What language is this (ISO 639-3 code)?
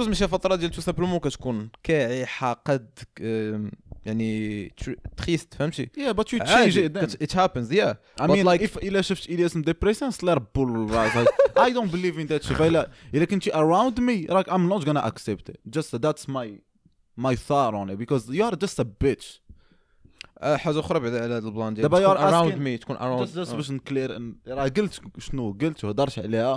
ary